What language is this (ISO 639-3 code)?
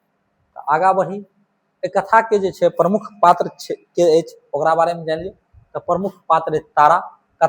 mai